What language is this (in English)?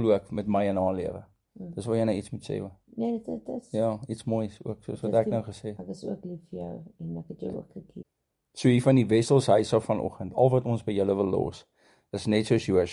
Afrikaans